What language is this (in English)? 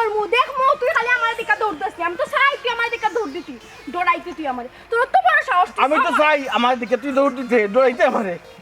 Sylheti